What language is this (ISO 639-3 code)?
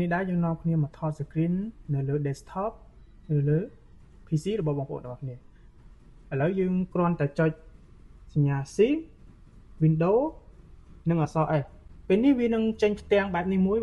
khm